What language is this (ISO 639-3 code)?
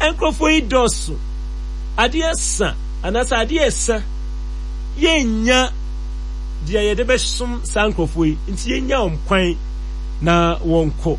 aka